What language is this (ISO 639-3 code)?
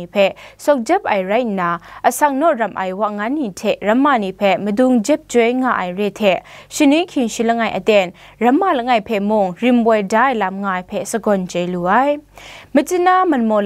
kac